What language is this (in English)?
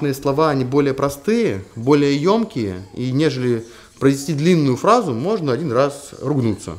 Russian